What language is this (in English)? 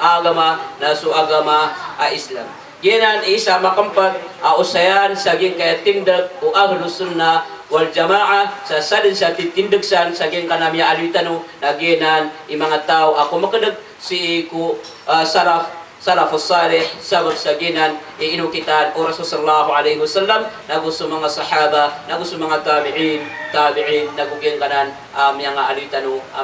Maranao